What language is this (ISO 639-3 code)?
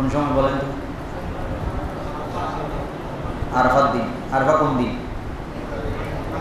ben